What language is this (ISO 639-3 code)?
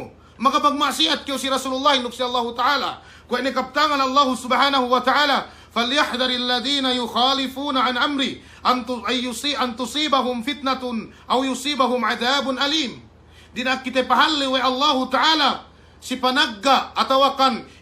yka